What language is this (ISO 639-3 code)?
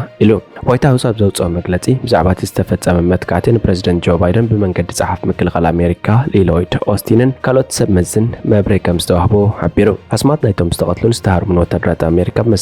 tir